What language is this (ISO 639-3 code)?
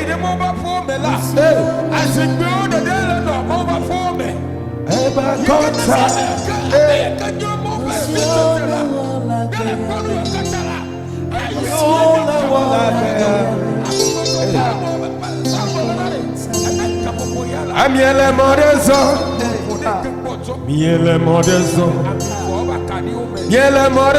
ewe